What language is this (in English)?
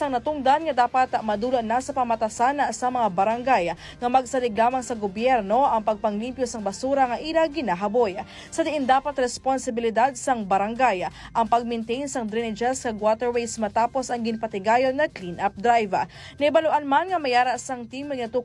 Hiligaynon